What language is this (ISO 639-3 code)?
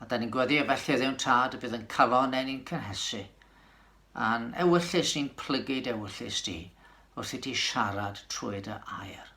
cym